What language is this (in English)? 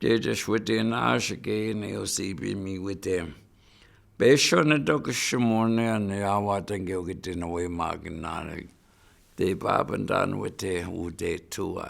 Chippewa